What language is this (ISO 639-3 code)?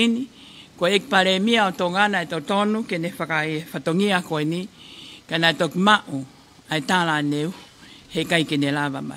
ton